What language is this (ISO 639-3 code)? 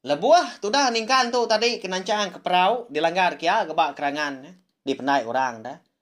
iba